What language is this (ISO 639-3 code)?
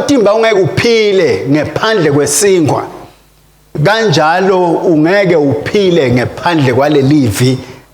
ssw